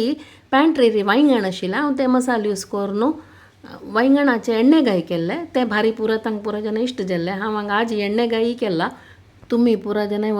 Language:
Konkani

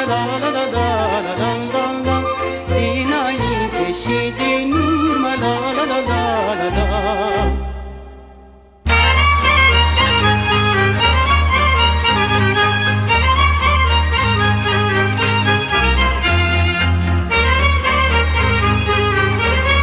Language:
Romanian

